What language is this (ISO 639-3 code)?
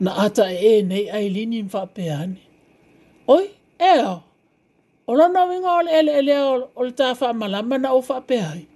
smo